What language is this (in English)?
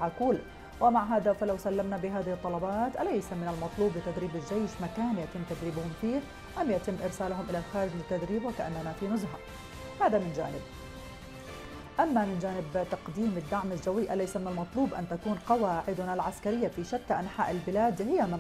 Arabic